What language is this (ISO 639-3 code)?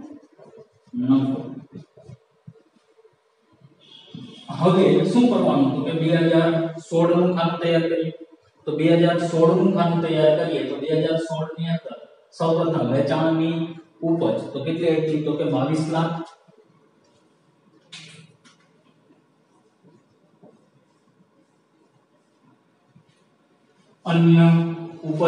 guj